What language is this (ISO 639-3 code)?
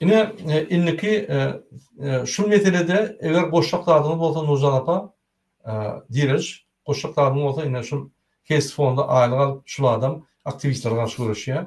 tuk